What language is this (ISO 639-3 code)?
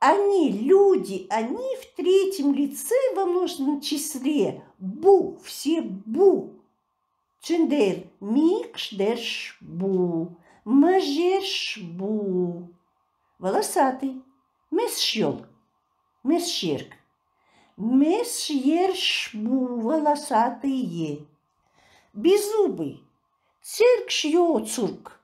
che